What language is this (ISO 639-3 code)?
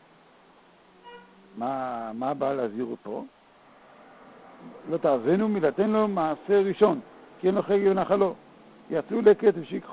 heb